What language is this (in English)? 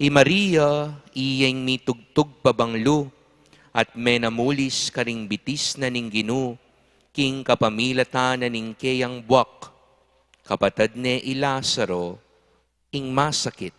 Pampanga